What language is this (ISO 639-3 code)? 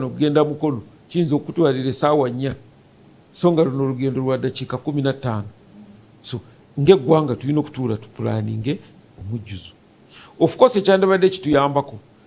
lug